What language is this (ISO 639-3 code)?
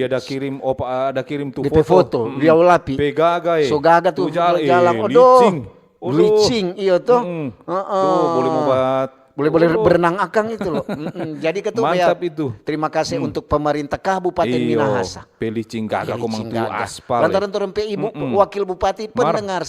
xmm